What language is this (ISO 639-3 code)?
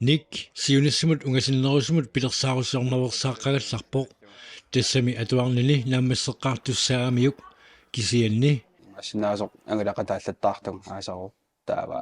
kal